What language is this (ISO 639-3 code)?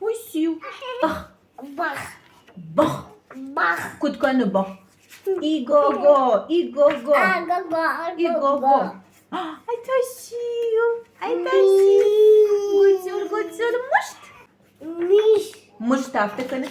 oss